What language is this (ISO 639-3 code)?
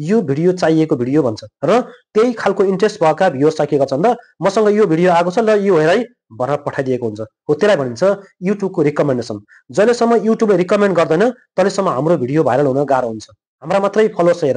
nep